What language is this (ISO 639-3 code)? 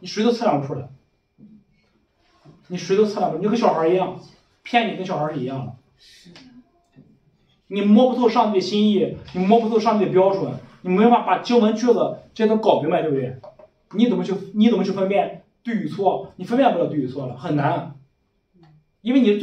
zho